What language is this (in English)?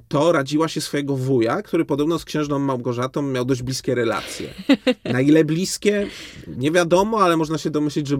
Polish